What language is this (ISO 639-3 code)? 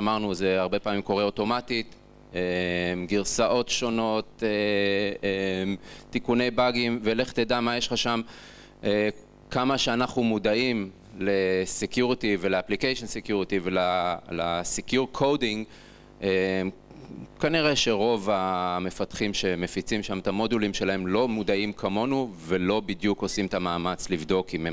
heb